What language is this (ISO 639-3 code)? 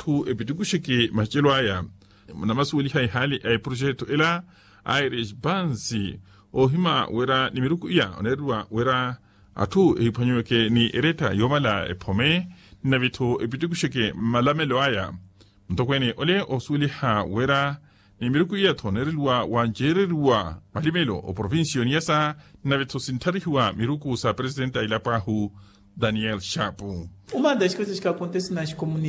vmw